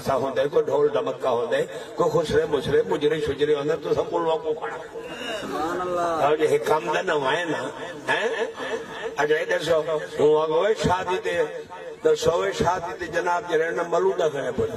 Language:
Saraiki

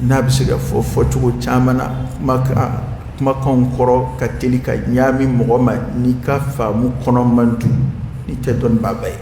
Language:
Dyula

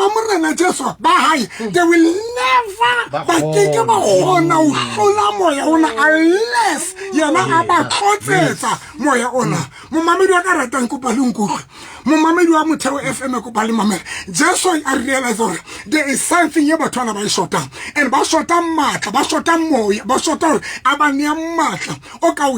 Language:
Southern Sotho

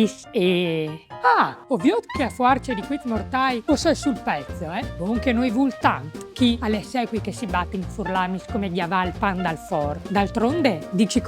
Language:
Friulian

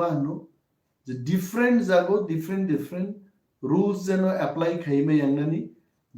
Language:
Kok Borok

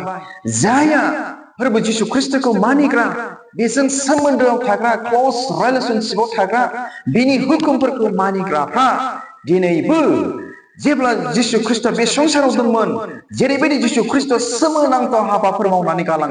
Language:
Bodo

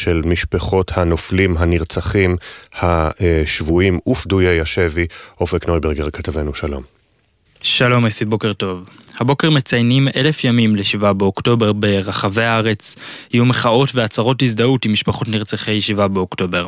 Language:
Hebrew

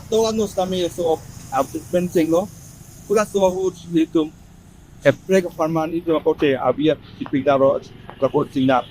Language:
Karbi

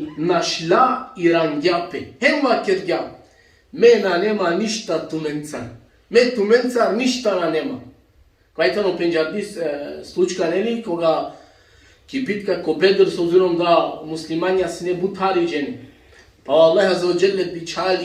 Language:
Balkan Romani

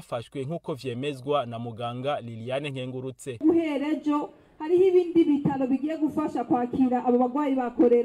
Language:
Rundi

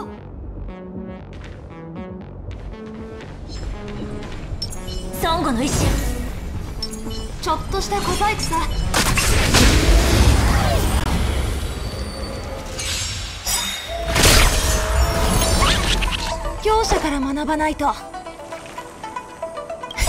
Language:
Japanese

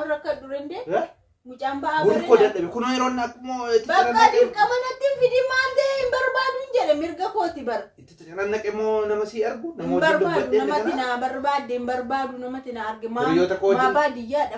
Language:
Oromo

